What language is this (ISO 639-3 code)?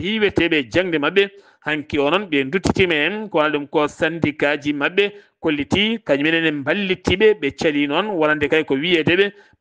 ful